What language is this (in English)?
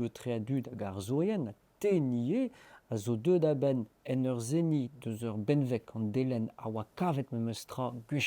Breton